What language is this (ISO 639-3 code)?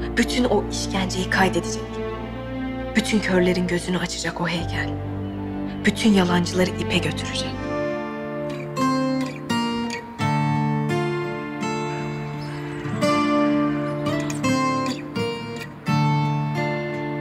tur